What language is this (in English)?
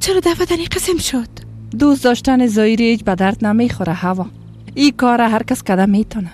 Persian